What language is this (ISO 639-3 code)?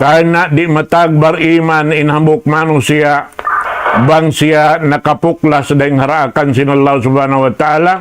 tsg